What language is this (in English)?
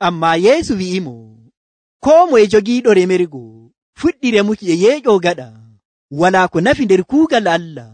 Nigerian Fulfulde